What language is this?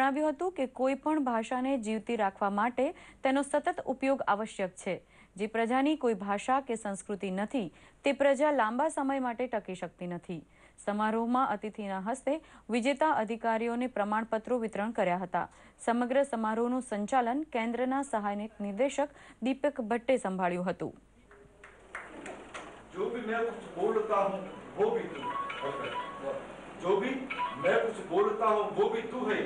Gujarati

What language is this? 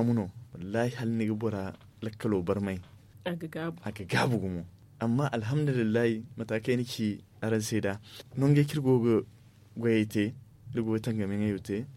Zarma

